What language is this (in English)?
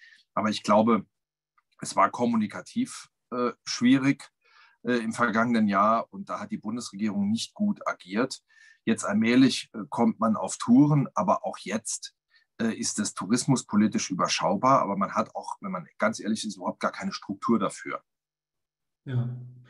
German